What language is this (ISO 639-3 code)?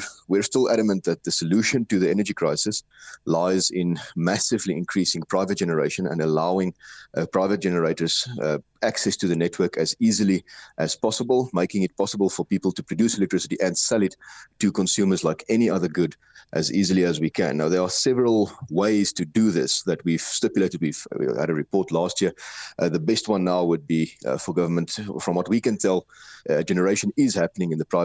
eng